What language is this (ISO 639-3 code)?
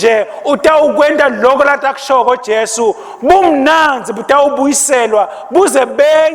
ssw